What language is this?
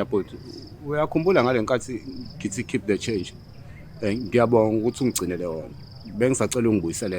Zulu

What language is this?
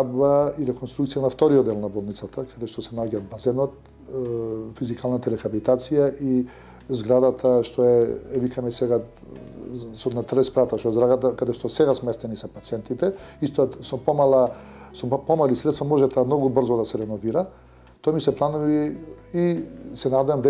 Macedonian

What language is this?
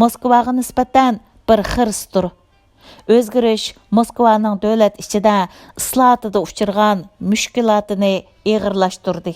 Uyghur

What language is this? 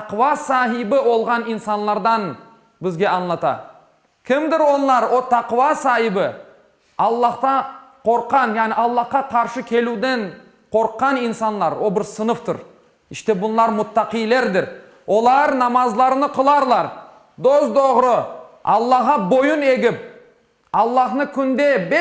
Crimean Tatar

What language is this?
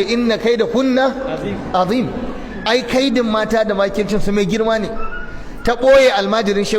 Hausa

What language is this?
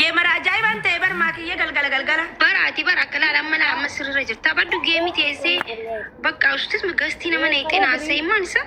Oromo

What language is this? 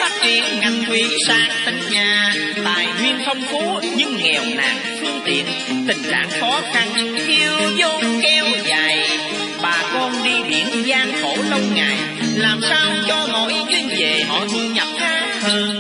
Vietnamese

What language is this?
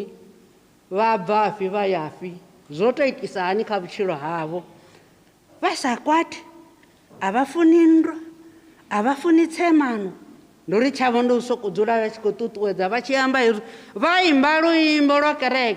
Venda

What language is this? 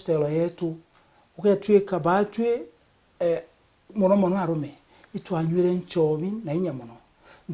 Meru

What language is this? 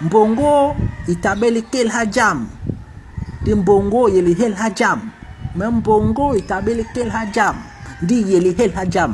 Basaa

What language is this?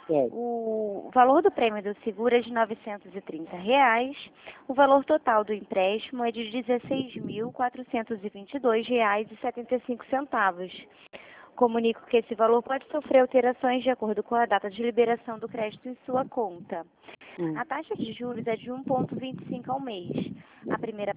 Portuguese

